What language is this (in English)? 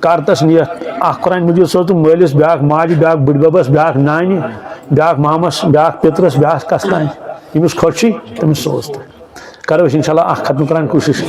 Kashmiri